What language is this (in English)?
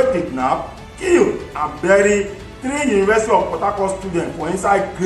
Nigerian Pidgin